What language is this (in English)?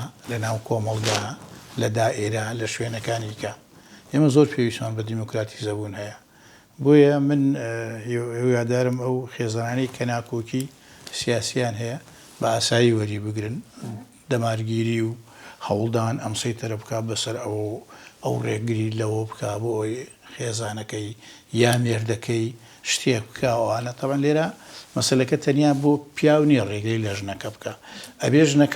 Central Kurdish